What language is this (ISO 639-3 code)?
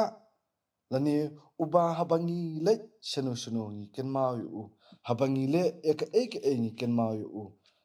kha